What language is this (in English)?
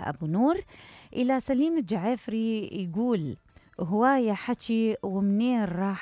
Mesopotamian Arabic